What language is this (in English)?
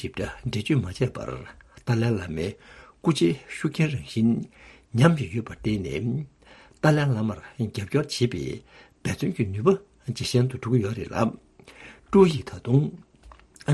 Tibetan